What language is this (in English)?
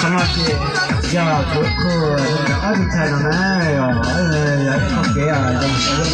Hmong